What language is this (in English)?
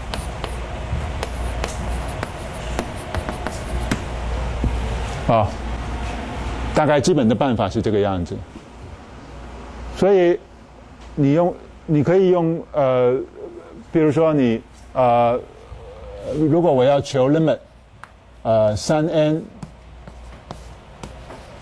Chinese